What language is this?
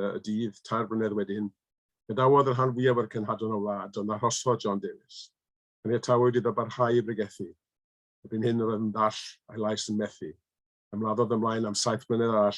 Welsh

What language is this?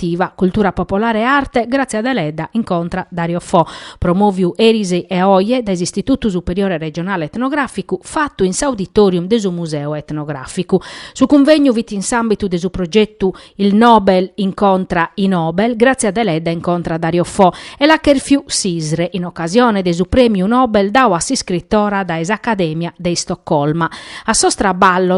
Sardinian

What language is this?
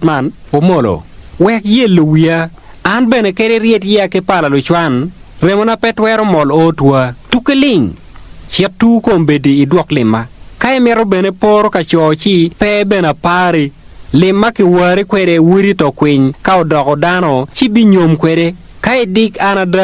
Acoli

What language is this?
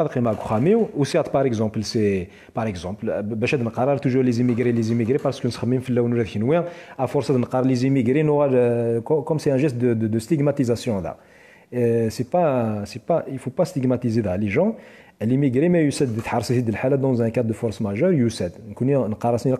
Kabyle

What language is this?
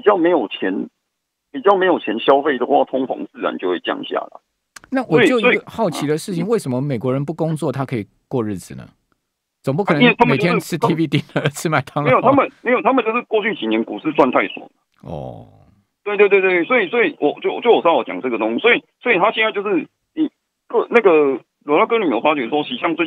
Chinese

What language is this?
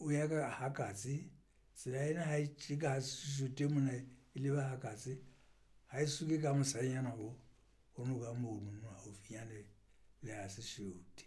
Southern Sotho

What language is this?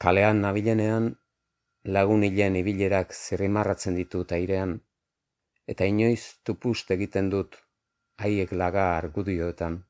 Basque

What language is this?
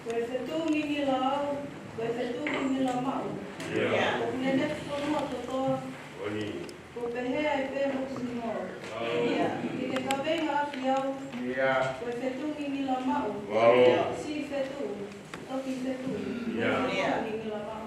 Tongan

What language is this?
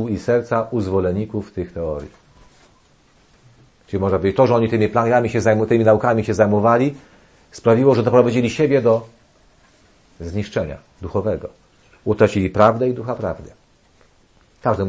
Polish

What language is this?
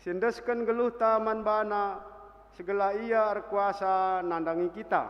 Batak Karo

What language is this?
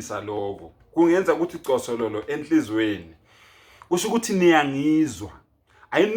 Zulu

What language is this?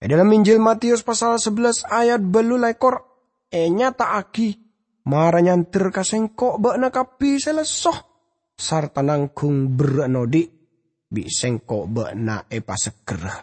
Madurese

